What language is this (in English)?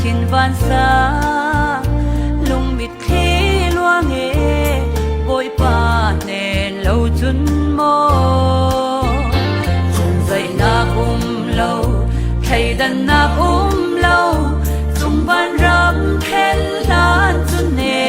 Falam Chin